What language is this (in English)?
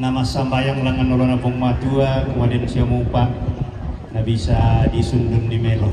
Toraja-Sa'dan